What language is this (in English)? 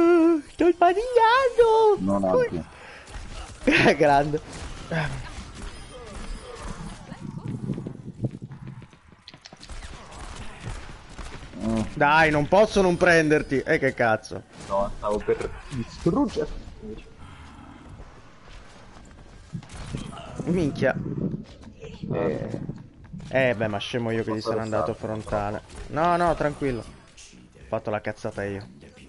Italian